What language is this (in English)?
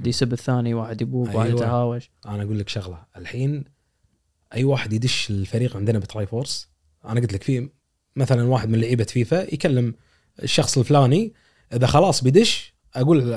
Gulf Arabic